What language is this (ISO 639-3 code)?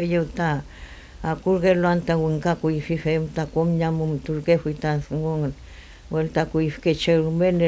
arn